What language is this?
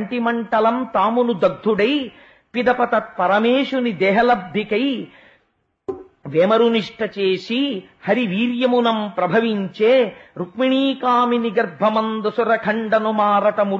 Telugu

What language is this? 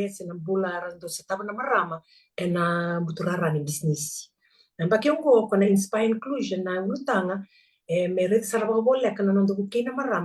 Fijian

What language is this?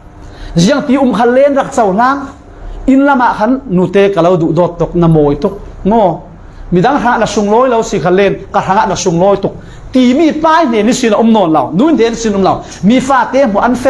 Falam Chin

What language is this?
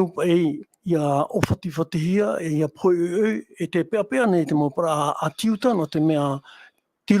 Tahitian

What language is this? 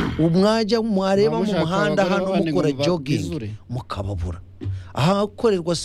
Kinyarwanda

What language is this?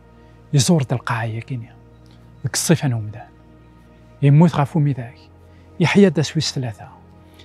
Kabyle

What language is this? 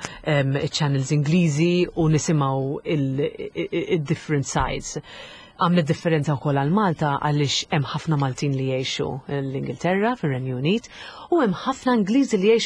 Maltese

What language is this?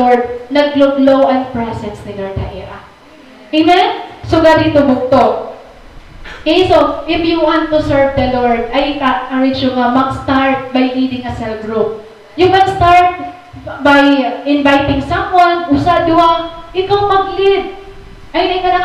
Waray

